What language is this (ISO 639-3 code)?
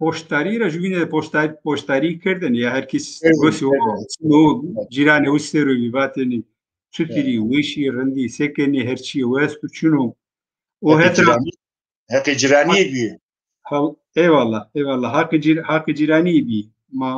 zza